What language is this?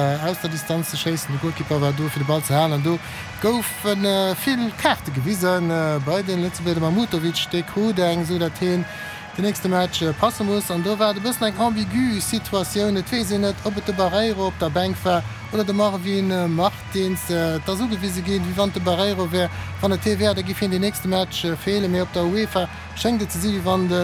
Luxembourgish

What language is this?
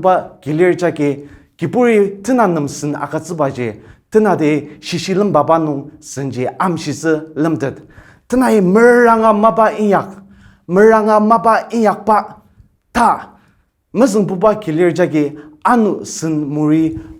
Ao Naga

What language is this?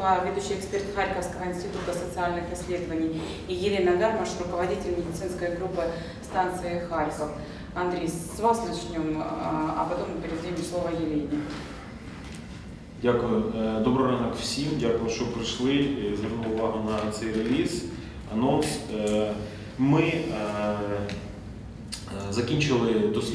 Russian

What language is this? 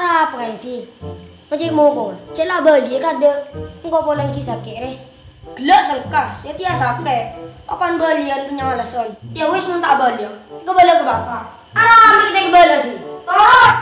Madurese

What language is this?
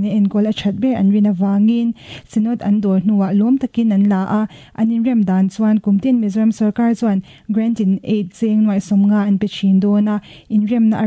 Mizo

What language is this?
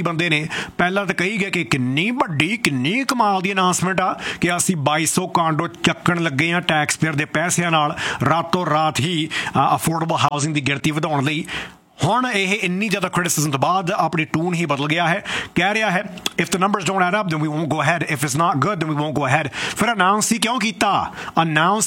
Punjabi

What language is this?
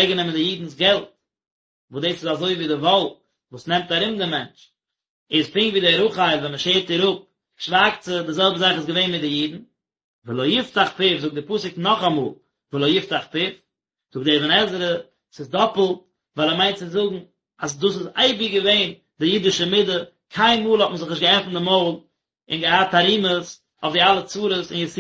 Yiddish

